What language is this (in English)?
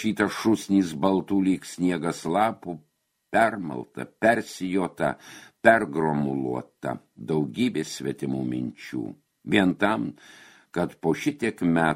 Lithuanian